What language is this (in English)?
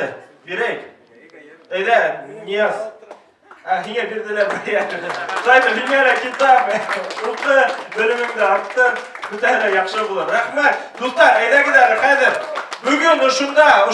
Bashkir